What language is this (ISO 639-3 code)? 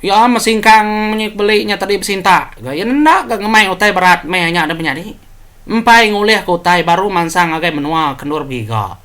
iba